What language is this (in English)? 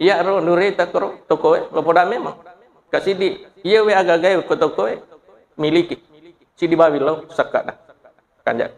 Buginese